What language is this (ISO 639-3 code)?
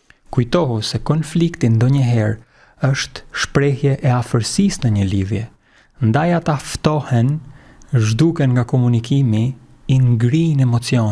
sqi